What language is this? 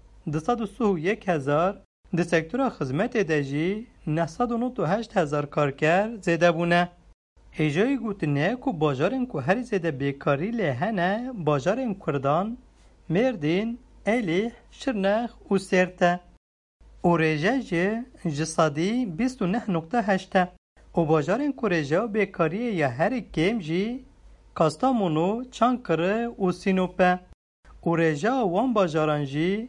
Kurdish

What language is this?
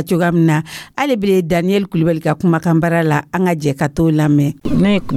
Dyula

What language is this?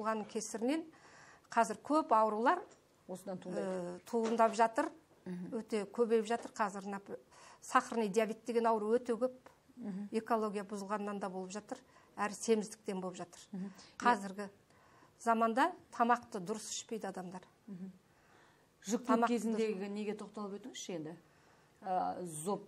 Kazakh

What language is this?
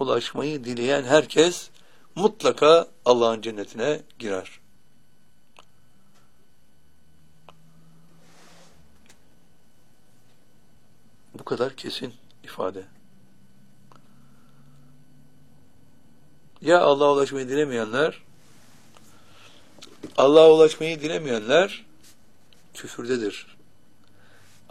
Turkish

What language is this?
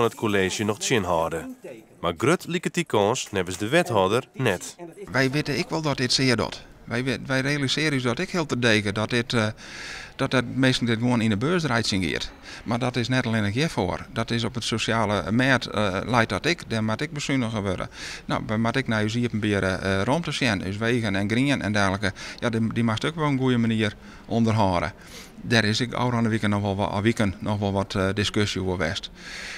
Western Frisian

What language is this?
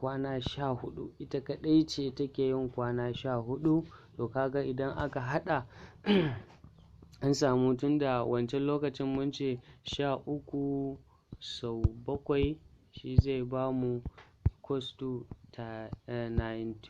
Hausa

